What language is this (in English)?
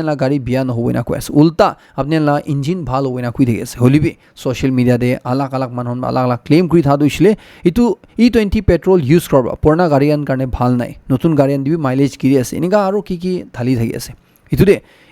Naga Pidgin